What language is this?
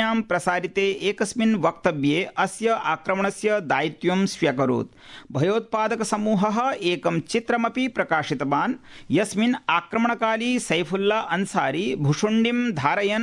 Sanskrit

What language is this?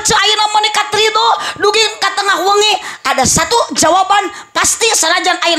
Sundanese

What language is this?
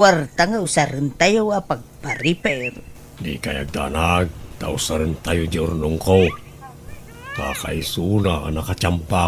Iloko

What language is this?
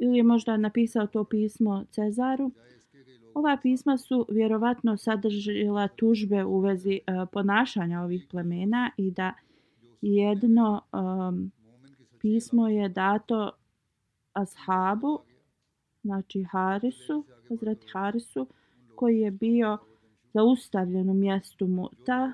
Bosnian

